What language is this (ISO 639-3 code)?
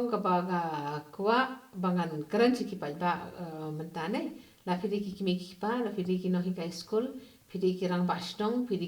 kha